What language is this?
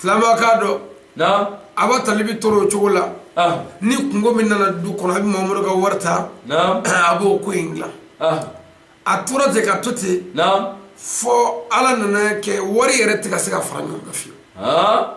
Bambara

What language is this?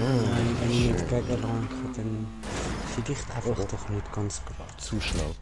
Swiss German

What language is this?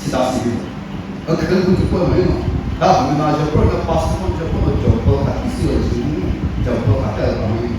Chokri Naga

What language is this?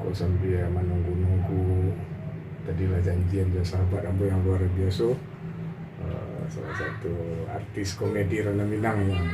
Minangkabau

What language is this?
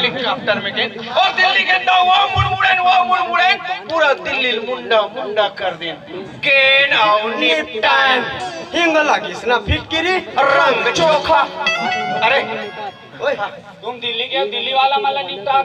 Chhattisgarhi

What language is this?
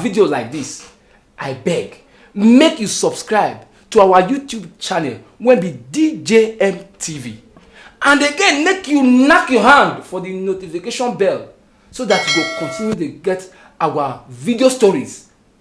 Nigerian Pidgin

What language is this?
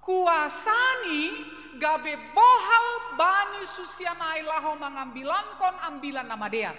Batak Simalungun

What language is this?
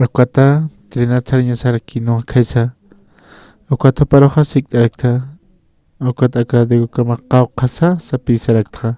Aymara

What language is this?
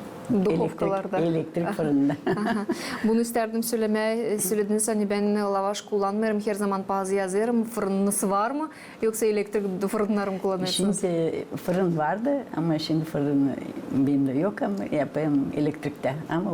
Gagauz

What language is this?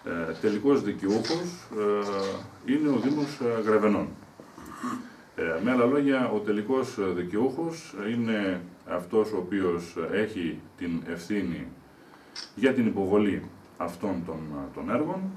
Greek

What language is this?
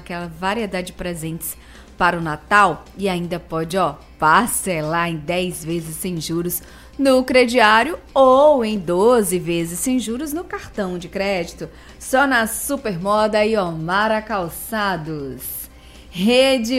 Portuguese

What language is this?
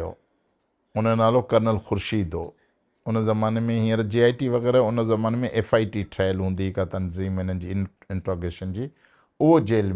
Sindhi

